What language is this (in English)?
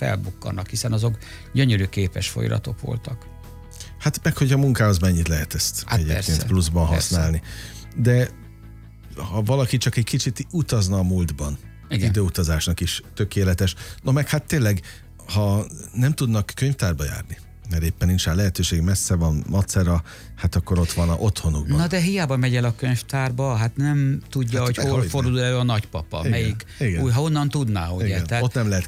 Hungarian